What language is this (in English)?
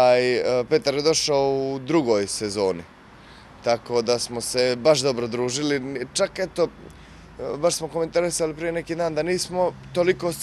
Bosnian